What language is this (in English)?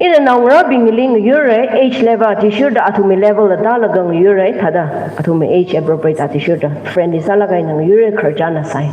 Tangkhul Naga (India)